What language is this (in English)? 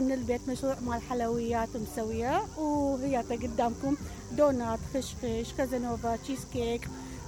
Mesopotamian Arabic